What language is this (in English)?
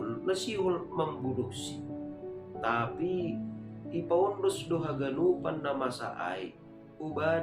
Batak Simalungun